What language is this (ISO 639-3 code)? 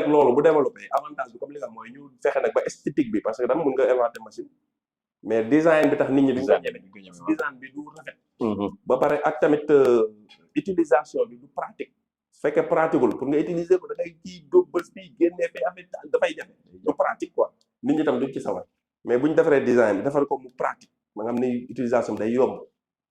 wol